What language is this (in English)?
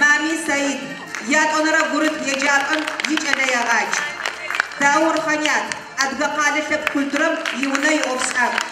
Adyghe